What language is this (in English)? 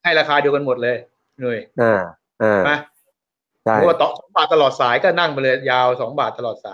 Thai